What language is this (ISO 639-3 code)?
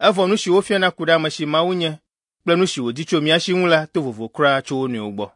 ewe